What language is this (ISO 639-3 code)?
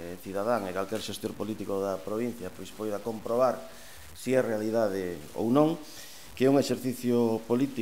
glg